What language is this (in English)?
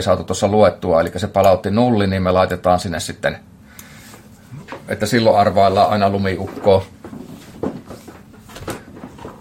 Finnish